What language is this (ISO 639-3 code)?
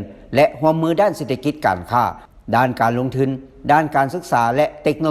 lao